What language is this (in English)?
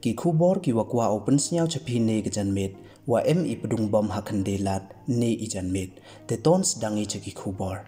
Pnar